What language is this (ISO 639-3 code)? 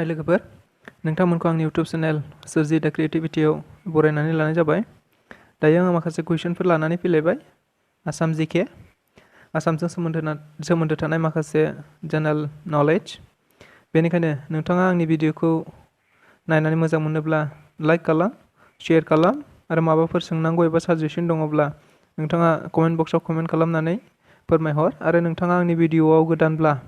brx